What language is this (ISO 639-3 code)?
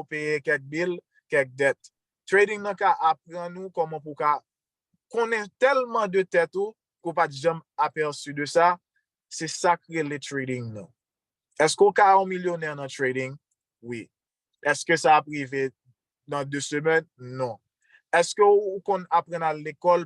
hat